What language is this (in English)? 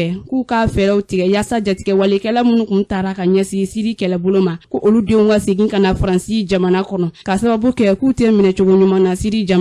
Bambara